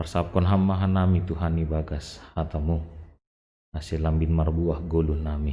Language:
Batak Simalungun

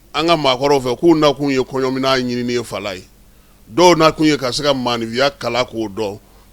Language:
Bambara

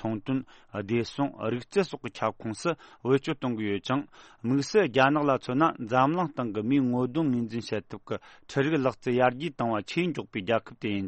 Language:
Tibetan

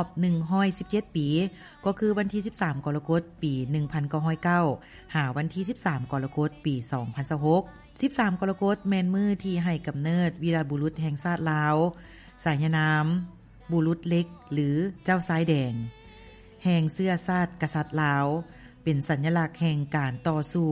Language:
Lao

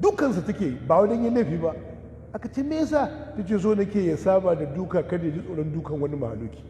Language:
Hausa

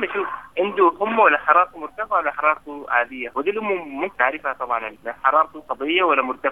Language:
Sudanese Arabic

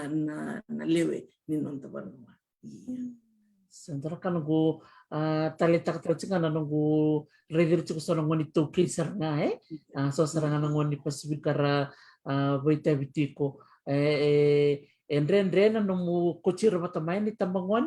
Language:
Fijian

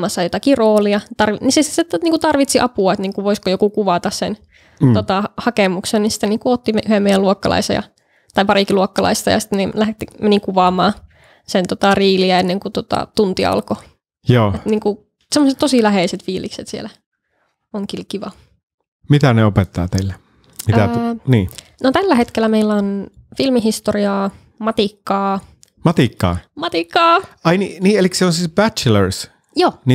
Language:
Finnish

